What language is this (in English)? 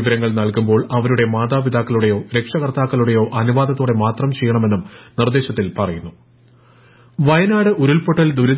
Malayalam